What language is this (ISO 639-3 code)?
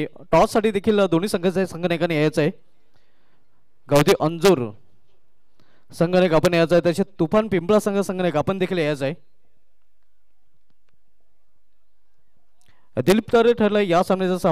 mar